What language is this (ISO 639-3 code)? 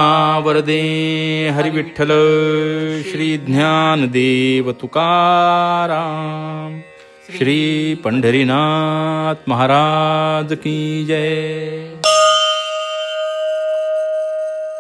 mar